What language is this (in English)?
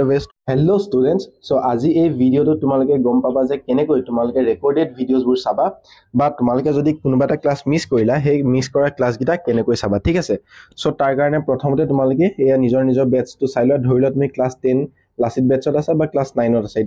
Assamese